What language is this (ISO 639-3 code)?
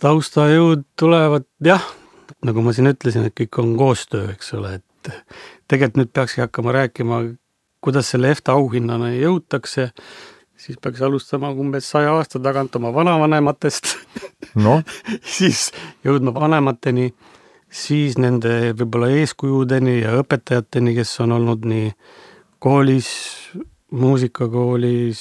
est